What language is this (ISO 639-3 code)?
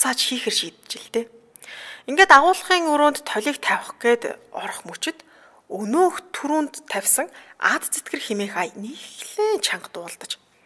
mon